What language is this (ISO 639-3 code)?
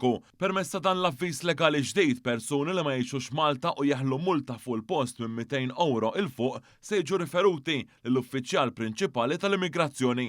mlt